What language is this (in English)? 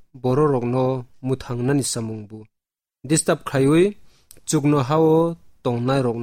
Kok Borok